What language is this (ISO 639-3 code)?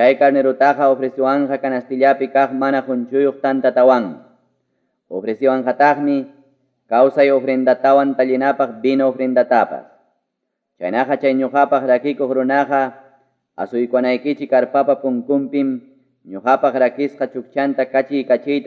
quy